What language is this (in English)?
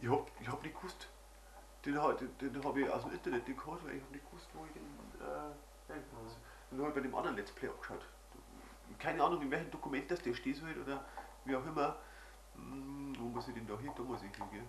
Bavarian